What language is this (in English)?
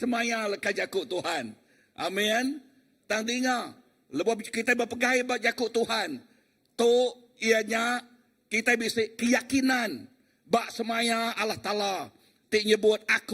Iban